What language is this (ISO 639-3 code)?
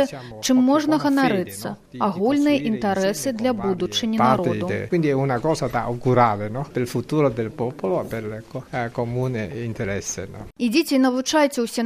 bel